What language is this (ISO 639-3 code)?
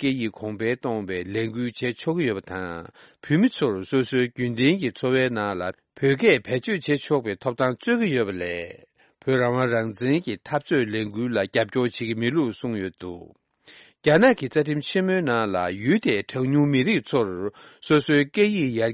bod